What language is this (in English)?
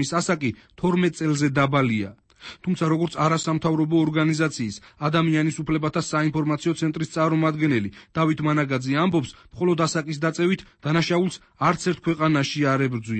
Georgian